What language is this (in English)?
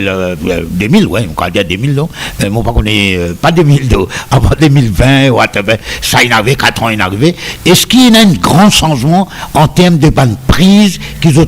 Morisyen